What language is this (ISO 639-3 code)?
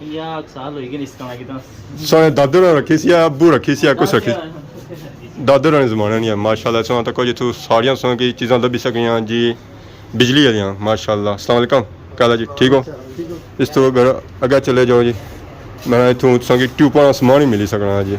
phr